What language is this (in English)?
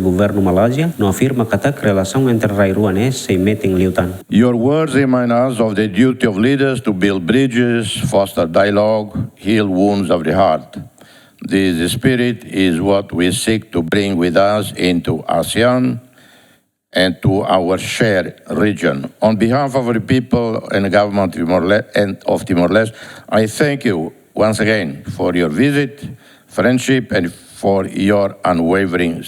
Tetum